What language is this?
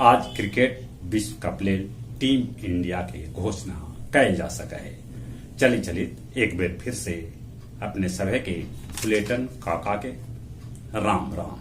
Magahi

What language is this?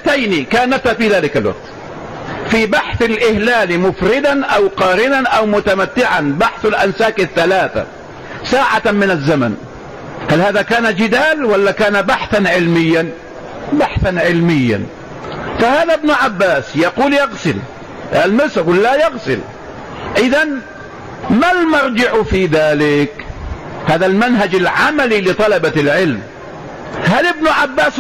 Arabic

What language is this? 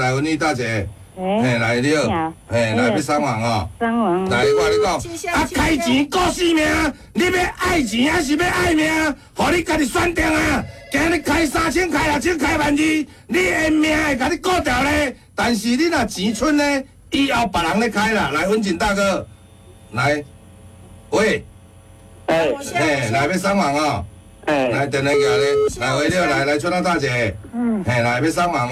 Min Nan Chinese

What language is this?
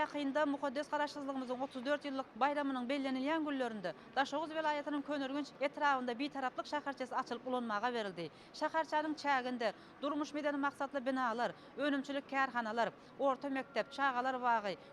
Turkmen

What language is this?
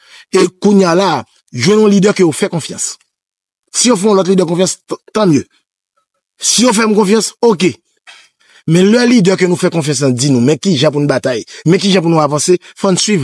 Haitian Creole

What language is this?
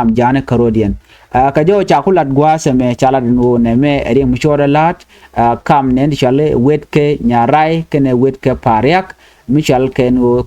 Nuer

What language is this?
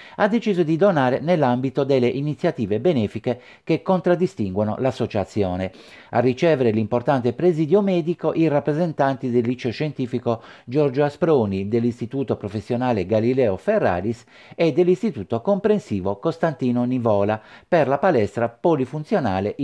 Italian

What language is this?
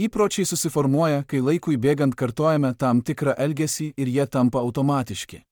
Lithuanian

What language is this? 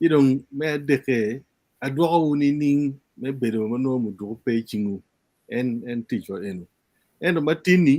Acoli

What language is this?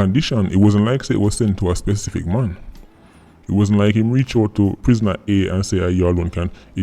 Jamaican Creole English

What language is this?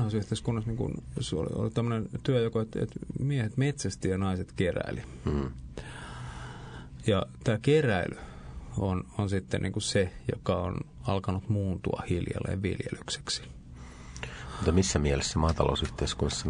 Finnish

